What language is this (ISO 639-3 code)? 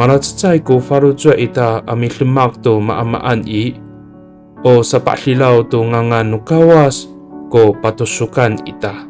ami